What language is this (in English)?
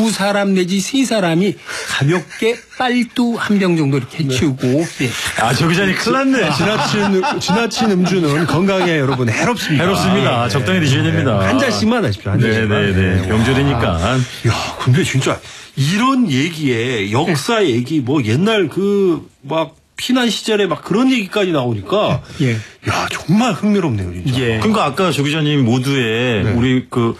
Korean